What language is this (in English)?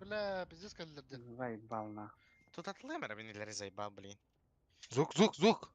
Yakut